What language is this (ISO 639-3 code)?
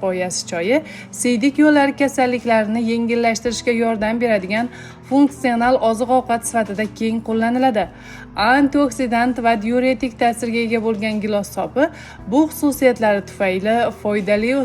uzb